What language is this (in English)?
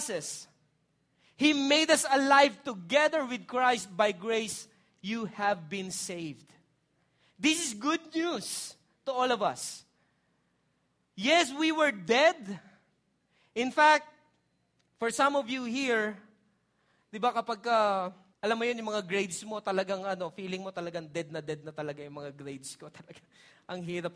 Filipino